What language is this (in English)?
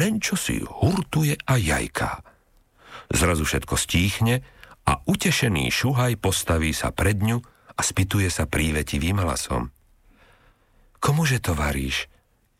Slovak